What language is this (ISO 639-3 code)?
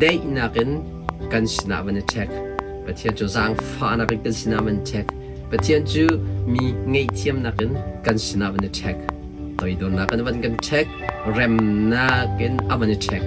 cnh